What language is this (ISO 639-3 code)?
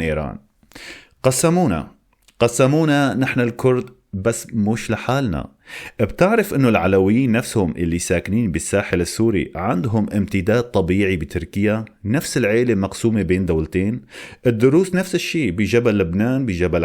apc